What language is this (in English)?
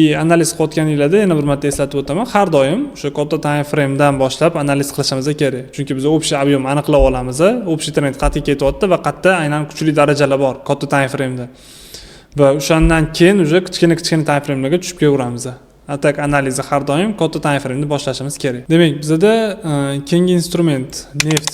Uzbek